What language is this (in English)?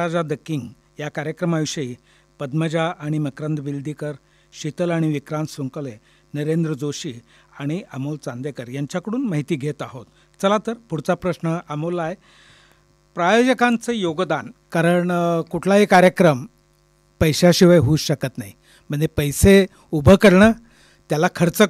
Marathi